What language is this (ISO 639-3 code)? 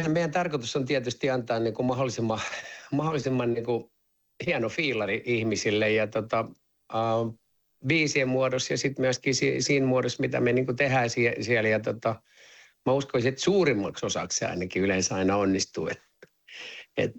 fin